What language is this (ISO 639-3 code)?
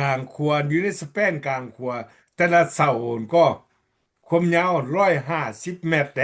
lao